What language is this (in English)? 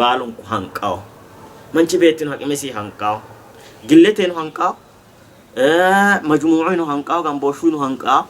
Sidamo